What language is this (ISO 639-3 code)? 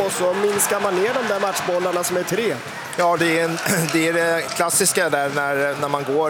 swe